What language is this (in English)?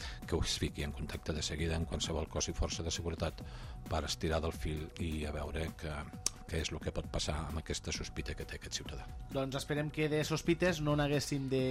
Catalan